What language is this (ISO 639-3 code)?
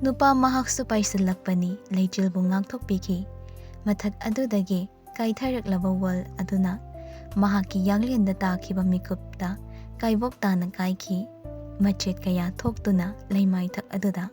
mni